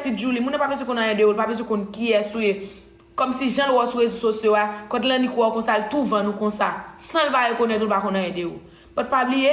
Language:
Haitian Creole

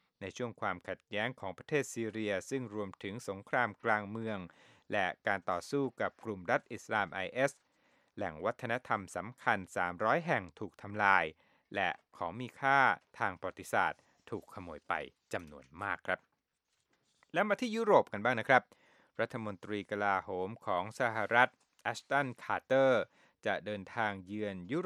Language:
Thai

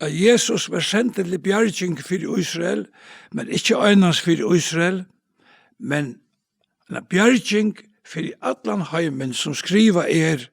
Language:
Faroese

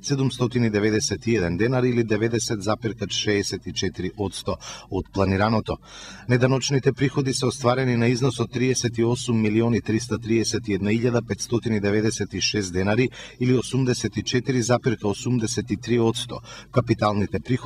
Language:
Macedonian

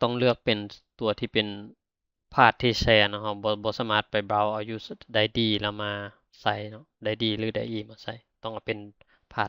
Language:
Lao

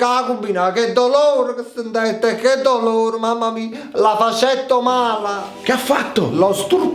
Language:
Neapolitan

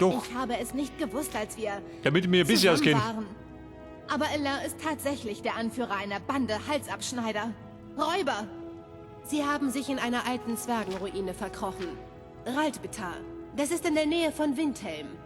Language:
Bavarian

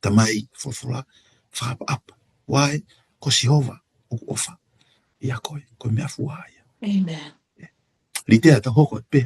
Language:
Tongan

